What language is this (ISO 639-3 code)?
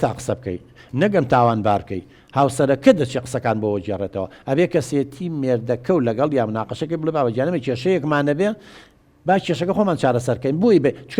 ckb